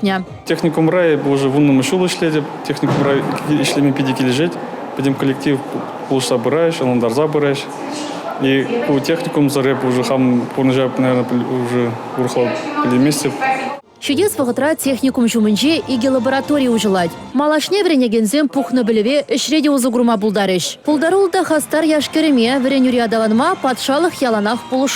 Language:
Chuvash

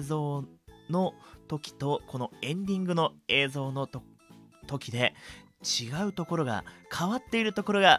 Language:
Japanese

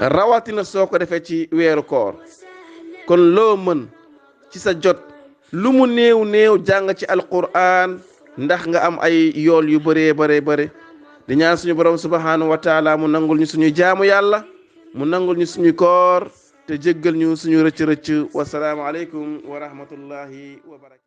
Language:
Wolof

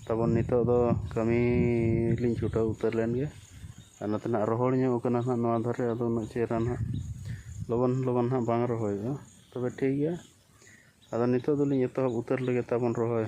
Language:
Santali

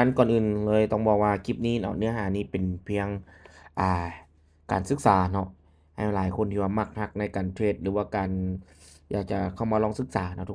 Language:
Lao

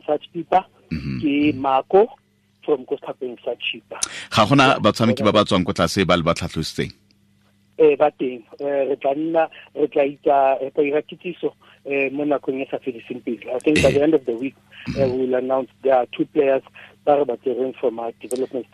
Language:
Tswana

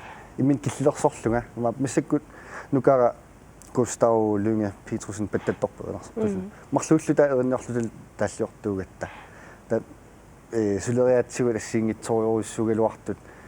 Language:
Kalaallisut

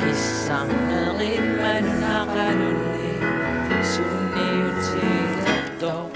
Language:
Kalaallisut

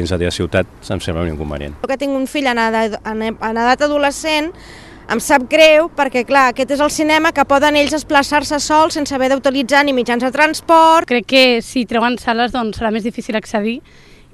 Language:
Catalan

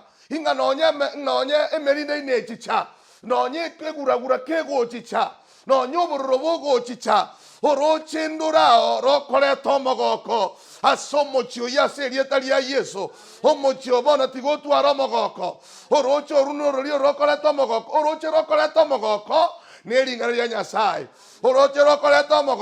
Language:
Gusii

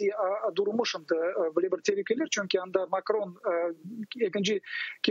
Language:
Crimean Tatar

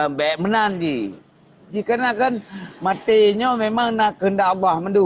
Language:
Achinese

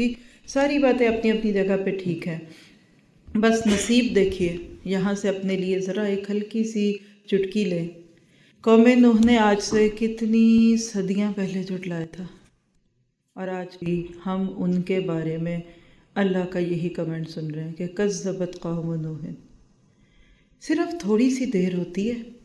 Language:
Urdu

